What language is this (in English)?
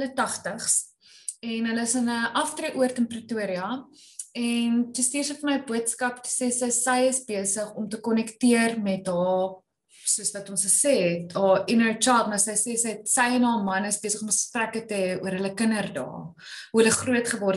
Afrikaans